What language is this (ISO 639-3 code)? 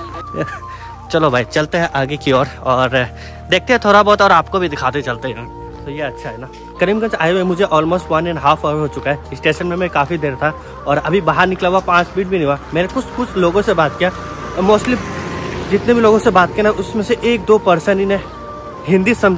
hin